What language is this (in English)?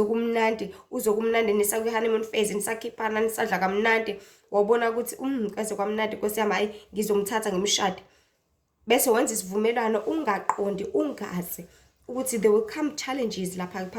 Zulu